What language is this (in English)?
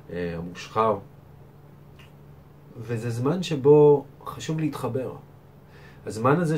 Hebrew